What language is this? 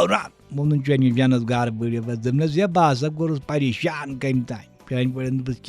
Kashmiri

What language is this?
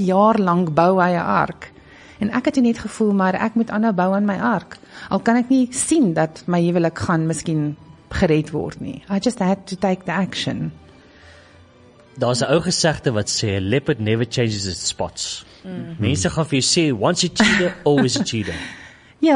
Afrikaans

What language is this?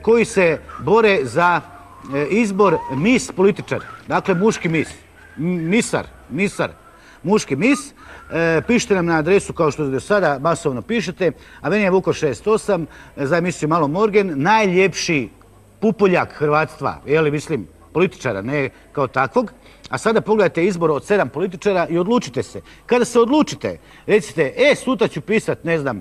Croatian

